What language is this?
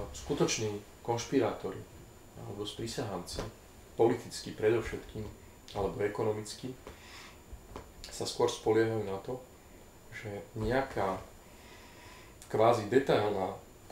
Slovak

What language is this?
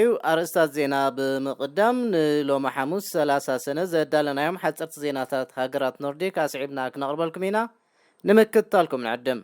Tigrinya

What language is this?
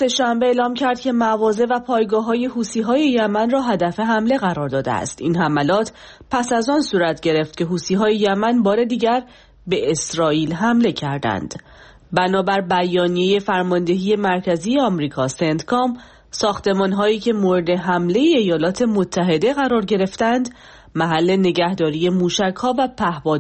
Persian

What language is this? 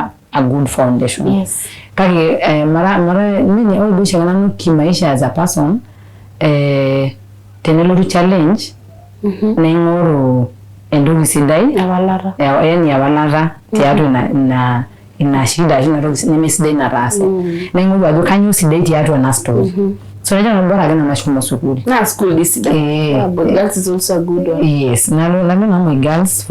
Masai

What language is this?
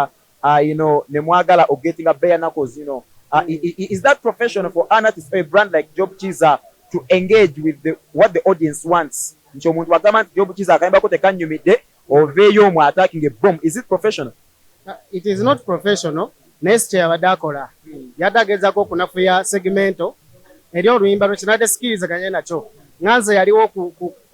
Ganda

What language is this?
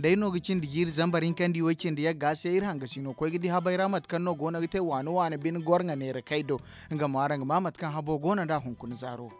Zarma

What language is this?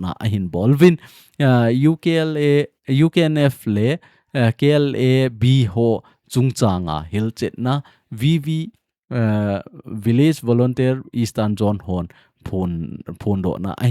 Thado Chin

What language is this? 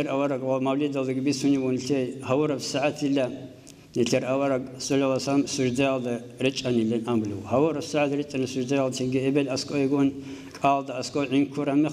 Avaric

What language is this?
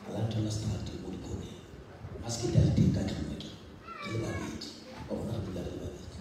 Southern Sotho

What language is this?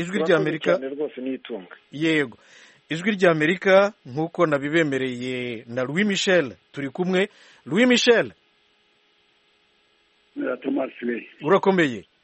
Kinyarwanda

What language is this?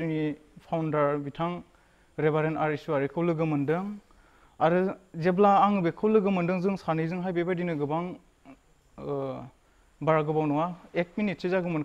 Bodo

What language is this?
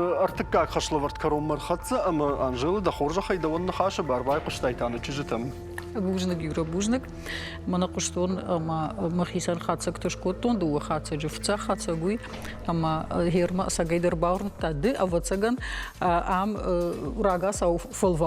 Ossetic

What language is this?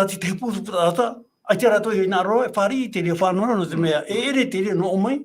Tahitian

